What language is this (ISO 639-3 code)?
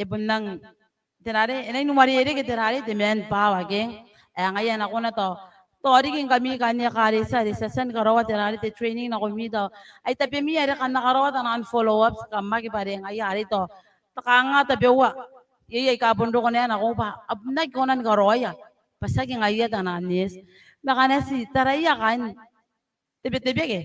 gil